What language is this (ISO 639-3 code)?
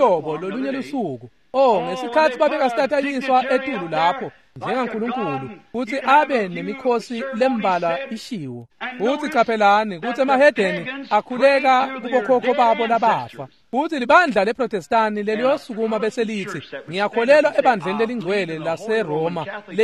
ssw